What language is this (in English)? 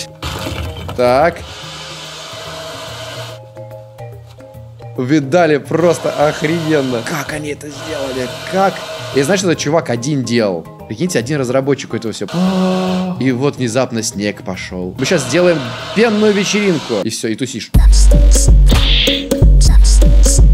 Russian